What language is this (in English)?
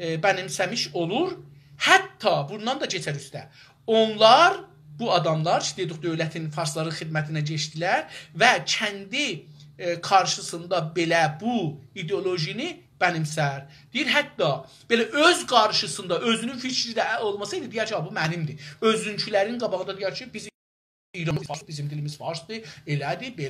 South Azerbaijani